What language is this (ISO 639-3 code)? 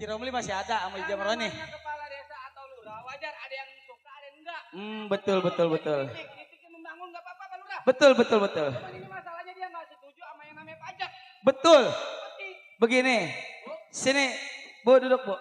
bew